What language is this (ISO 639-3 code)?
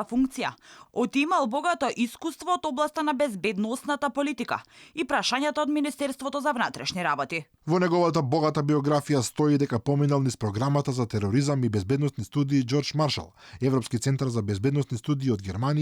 mkd